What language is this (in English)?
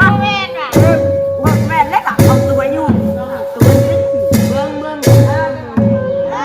Northeastern Thai